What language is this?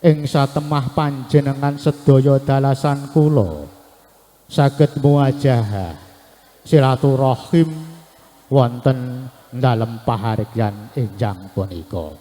Javanese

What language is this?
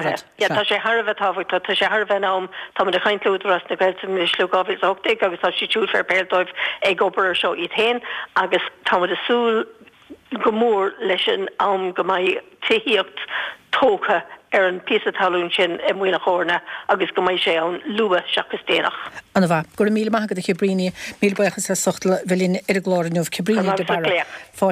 Irish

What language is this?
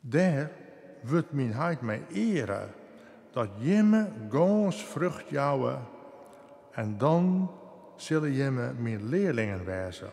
Western Frisian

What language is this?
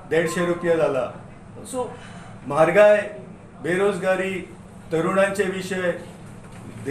Konkani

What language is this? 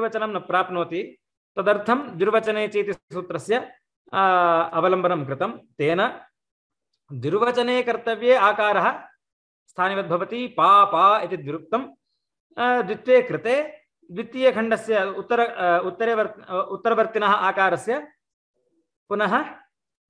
Sanskrit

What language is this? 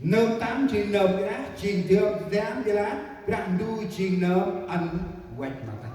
Central Mnong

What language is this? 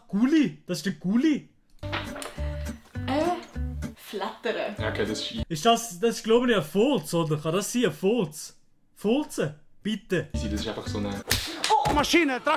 Swiss German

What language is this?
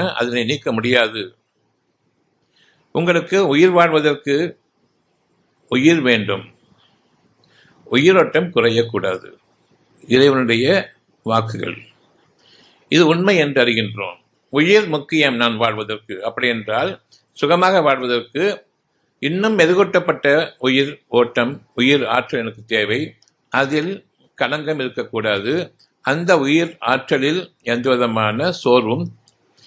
Tamil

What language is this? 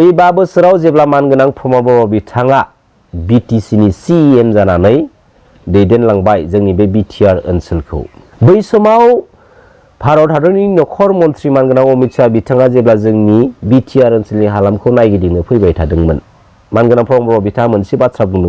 Bodo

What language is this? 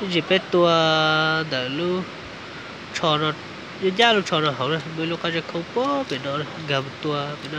Hmong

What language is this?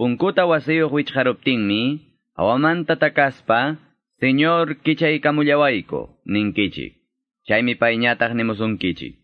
Quechua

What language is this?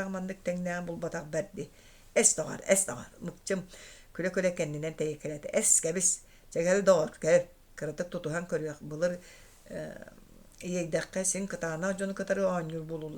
Yakut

